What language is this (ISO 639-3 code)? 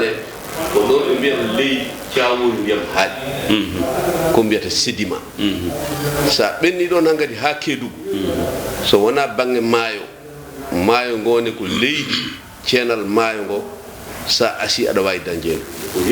ful